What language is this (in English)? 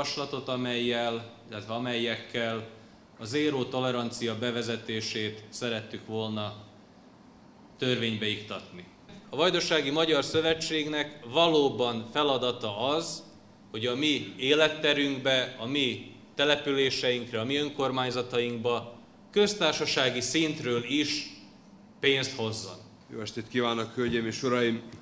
Hungarian